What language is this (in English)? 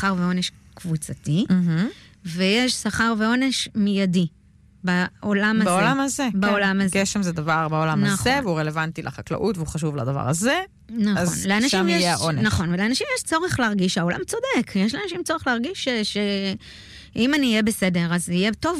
Hebrew